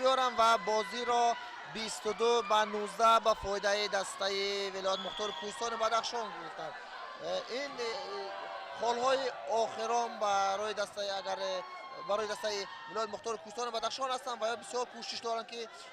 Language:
Tajik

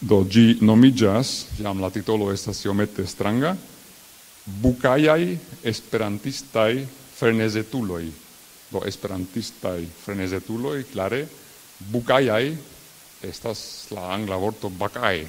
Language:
Esperanto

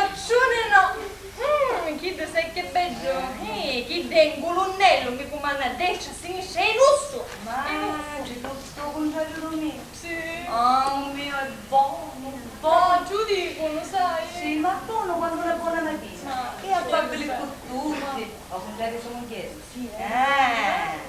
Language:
Sicilian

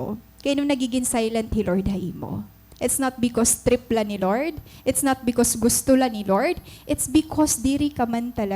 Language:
Waray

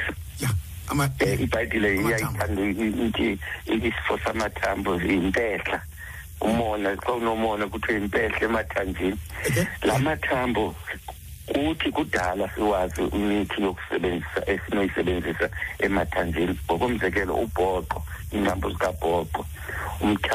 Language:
Xhosa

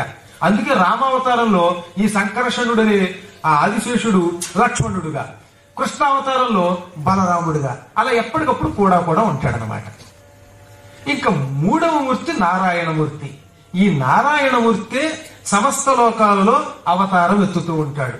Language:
Telugu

